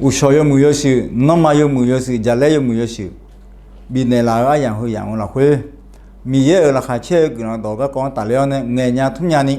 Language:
Akha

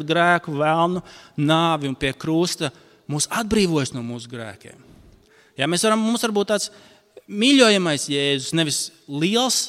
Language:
Latvian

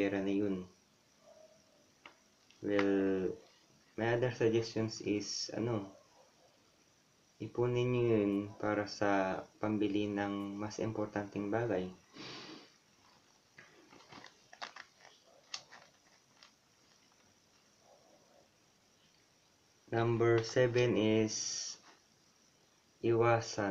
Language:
Filipino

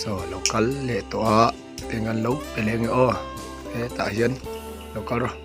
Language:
Mizo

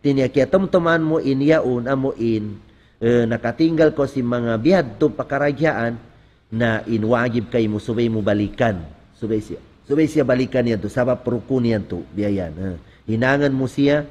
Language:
Tausug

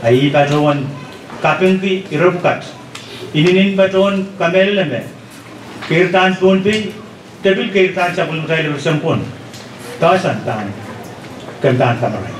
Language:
Pohnpeian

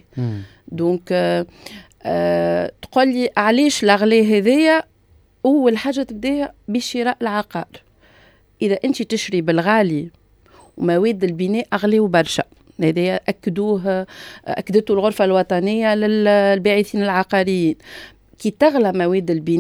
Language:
Tunisian Arabic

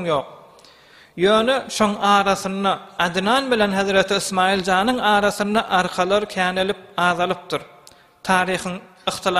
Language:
Turkmen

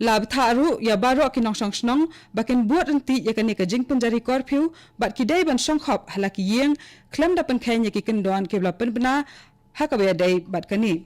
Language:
Khasi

